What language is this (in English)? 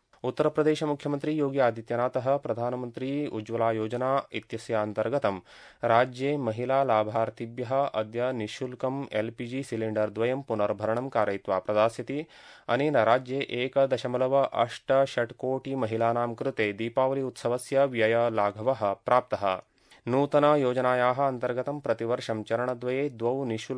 Sanskrit